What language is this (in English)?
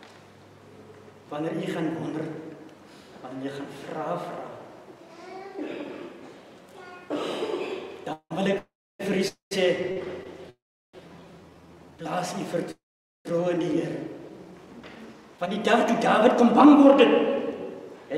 Afrikaans